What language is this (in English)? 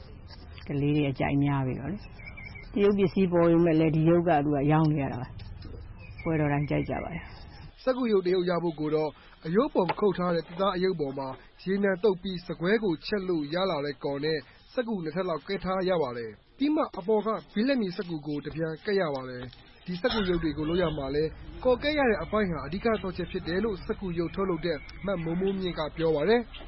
Burmese